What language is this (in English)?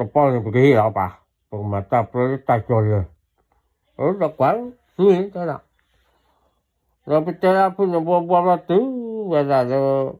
S'gaw Karen